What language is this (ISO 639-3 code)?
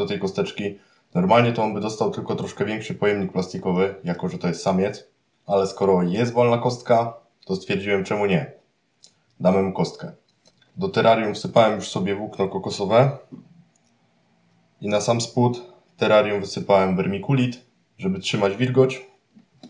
pol